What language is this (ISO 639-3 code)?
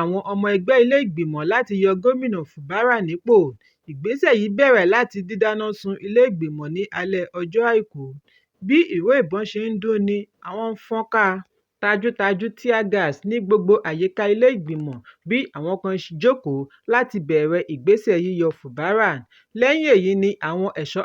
yor